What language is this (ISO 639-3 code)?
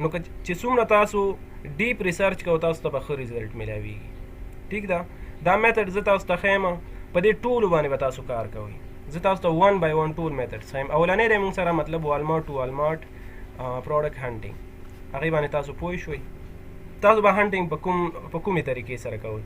pus